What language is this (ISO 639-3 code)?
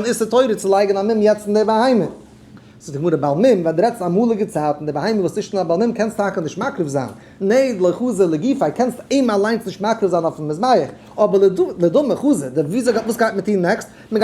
yid